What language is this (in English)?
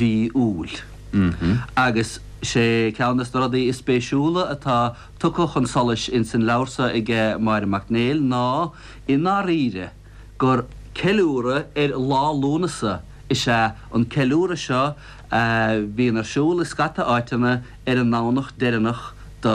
Irish